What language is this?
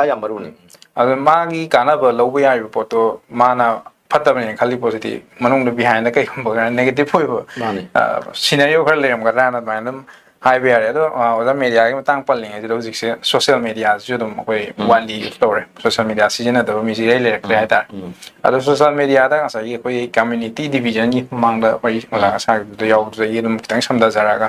Manipuri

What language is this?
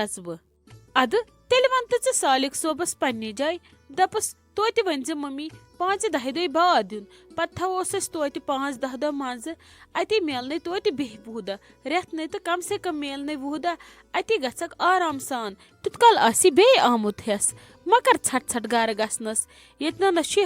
Kashmiri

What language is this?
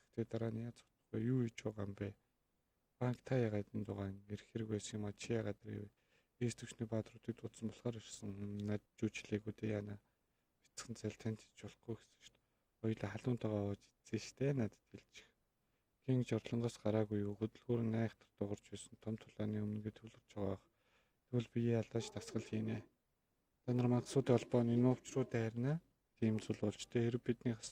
Mongolian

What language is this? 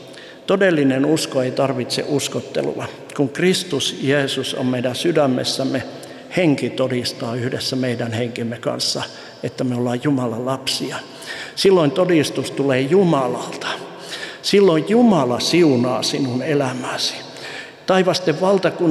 Finnish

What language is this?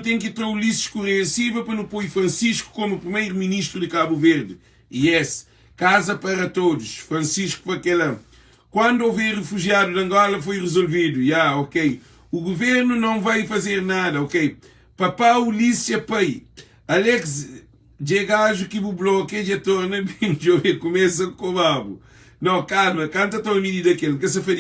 Kabuverdianu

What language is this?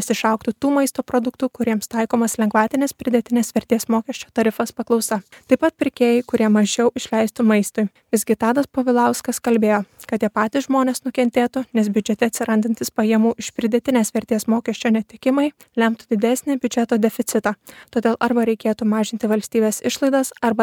Lithuanian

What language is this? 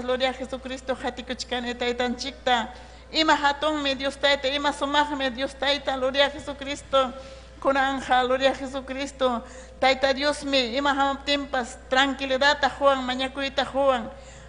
Ayacucho Quechua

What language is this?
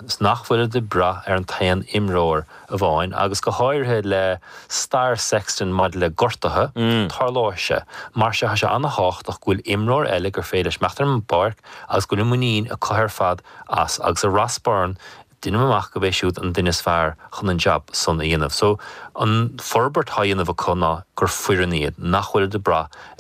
Irish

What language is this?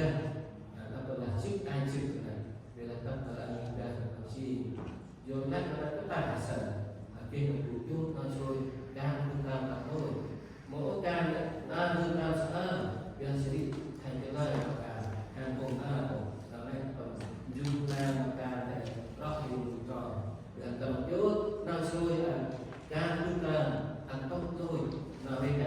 Central Mnong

